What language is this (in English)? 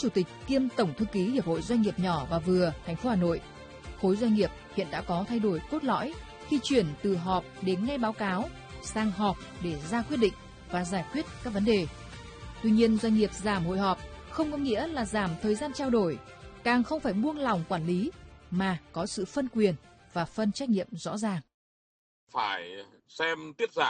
Vietnamese